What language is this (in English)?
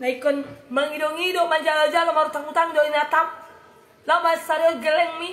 Batak Toba